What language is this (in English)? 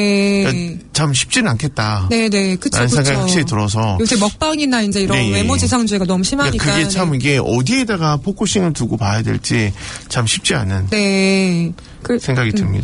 Korean